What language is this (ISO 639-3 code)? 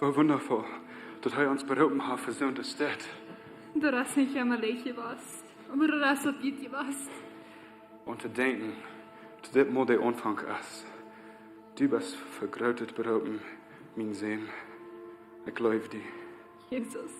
pdt